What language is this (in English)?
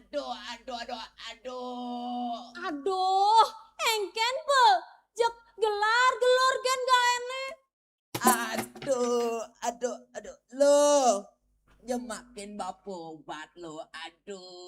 Balinese